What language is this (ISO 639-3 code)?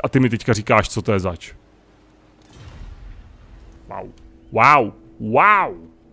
ces